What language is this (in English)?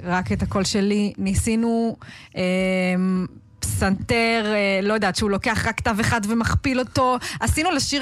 Hebrew